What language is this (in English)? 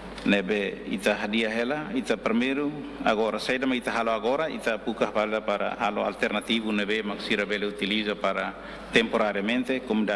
Tetum